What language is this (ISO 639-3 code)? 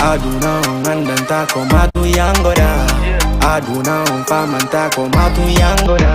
ful